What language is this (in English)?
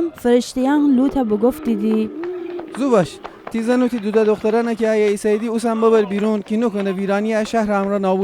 Gilaki